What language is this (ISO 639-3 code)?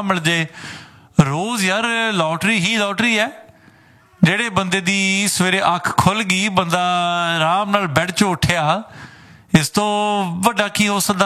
pan